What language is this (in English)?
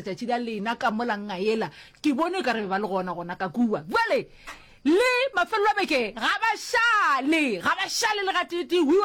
Northern Sotho